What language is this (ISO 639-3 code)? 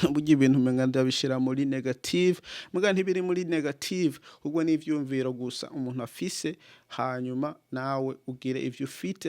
run